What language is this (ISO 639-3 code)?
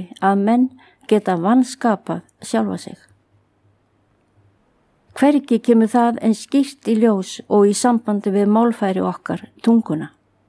isl